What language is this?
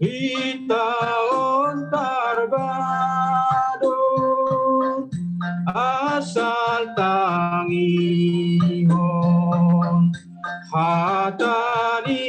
Batak Simalungun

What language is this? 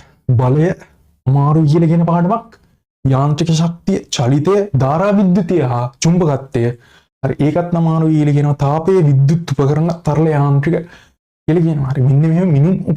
Sinhala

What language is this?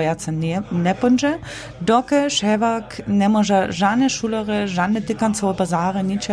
Upper Sorbian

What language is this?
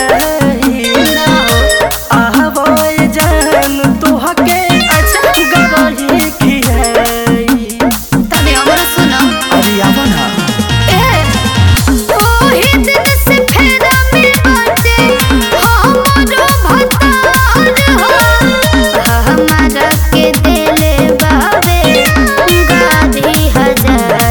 Bhojpuri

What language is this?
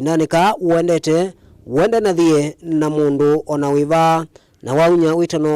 Kamba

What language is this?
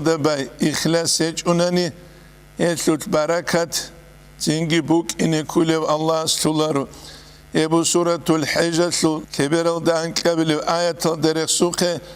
Avaric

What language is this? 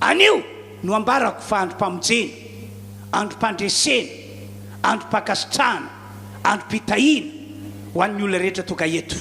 Malagasy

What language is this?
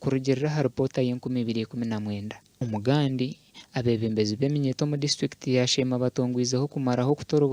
Nyankole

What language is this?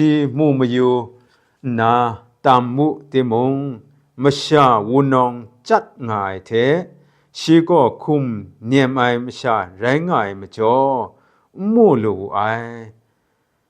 Kachin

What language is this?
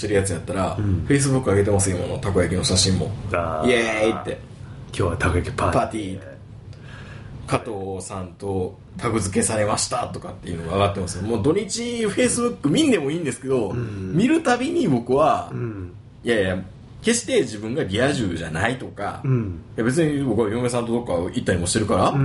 Japanese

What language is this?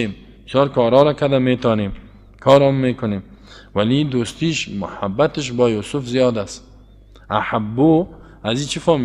Persian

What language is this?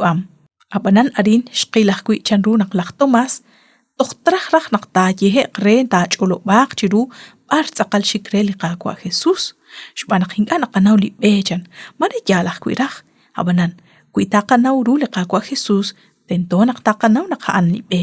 Kekchí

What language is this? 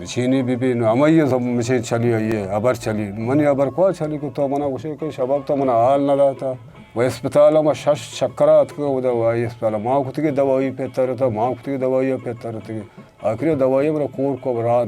Eastern Balochi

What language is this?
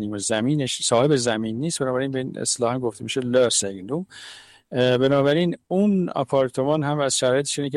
Persian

